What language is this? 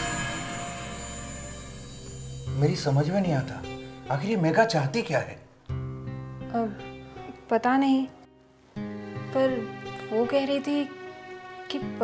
Hindi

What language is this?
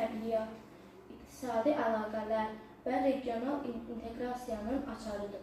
Azerbaijani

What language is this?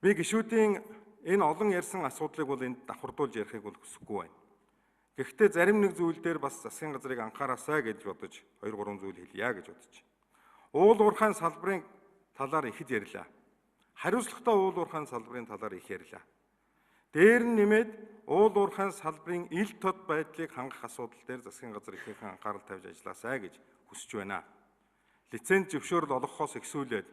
Mongolian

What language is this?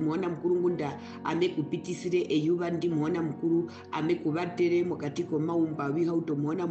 Herero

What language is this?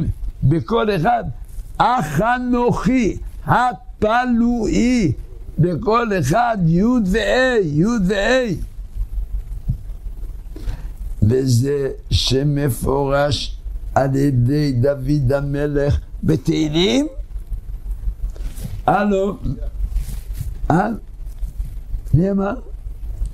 Hebrew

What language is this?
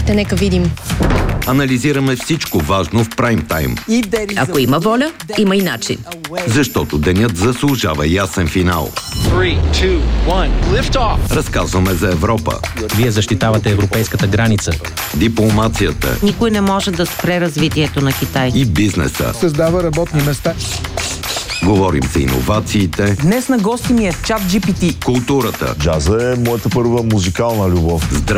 Bulgarian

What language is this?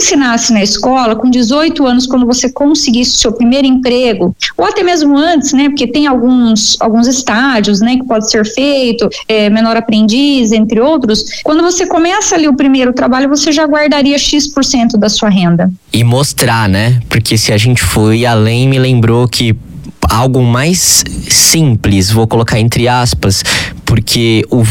Portuguese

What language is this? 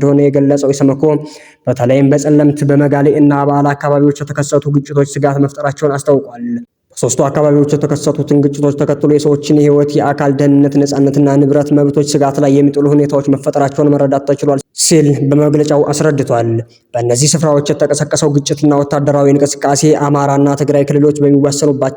Amharic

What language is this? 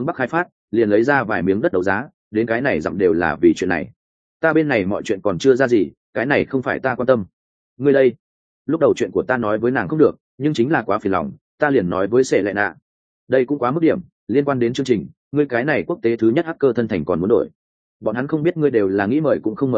Vietnamese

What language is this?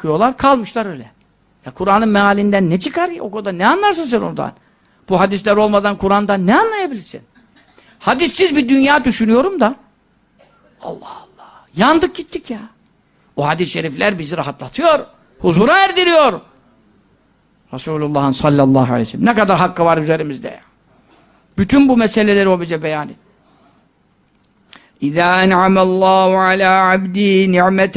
Turkish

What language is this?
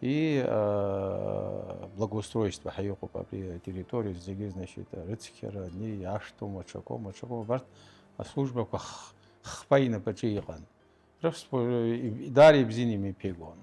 Abkhazian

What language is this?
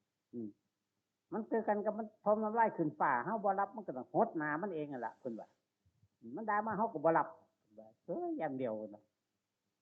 Northeastern Thai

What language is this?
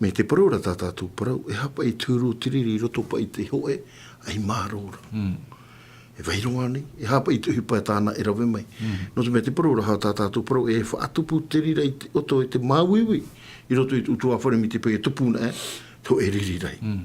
Tahitian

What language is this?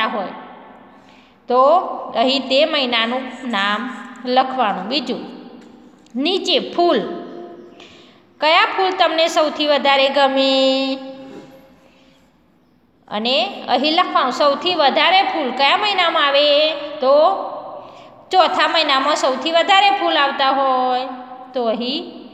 Gujarati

